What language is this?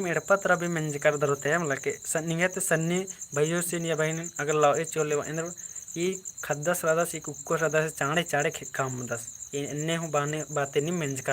Kurukh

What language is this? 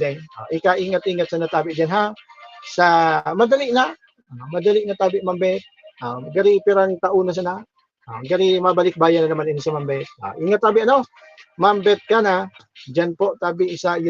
Bikol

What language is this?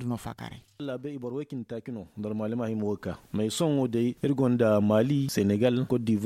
Zarma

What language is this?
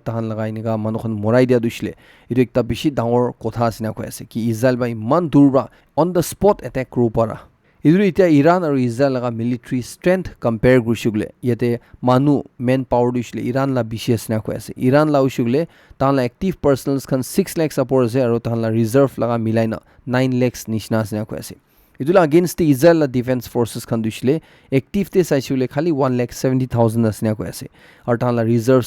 Naga Pidgin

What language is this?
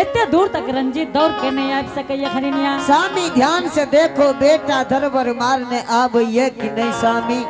Angika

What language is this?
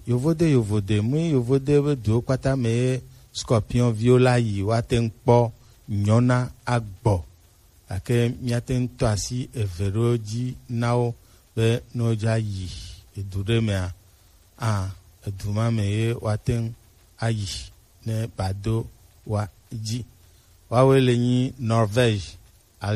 Gen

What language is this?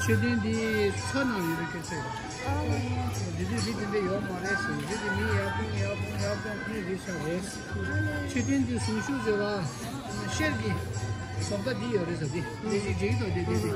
Tibetan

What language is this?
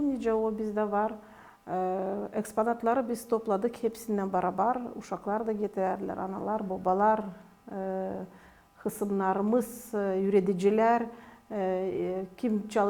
Gagauz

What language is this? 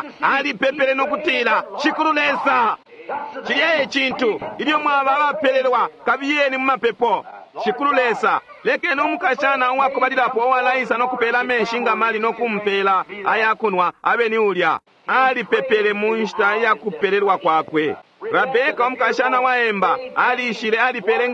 Bemba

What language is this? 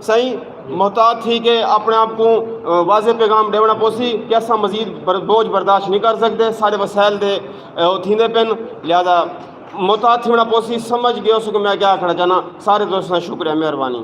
Saraiki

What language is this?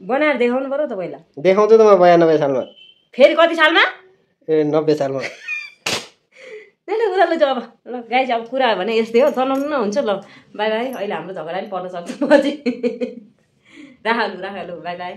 Nepali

